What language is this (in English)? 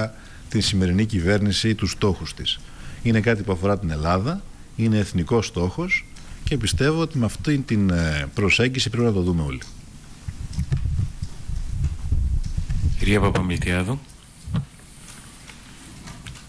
Greek